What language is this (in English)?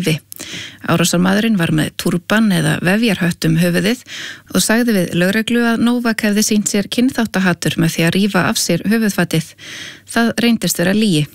Icelandic